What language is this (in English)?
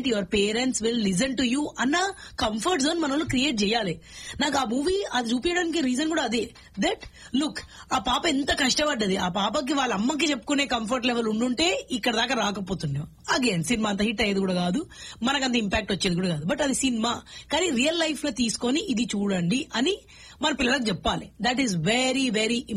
Telugu